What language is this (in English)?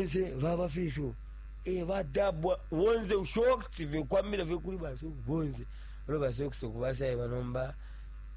Bemba